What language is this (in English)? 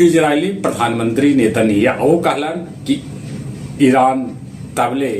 Magahi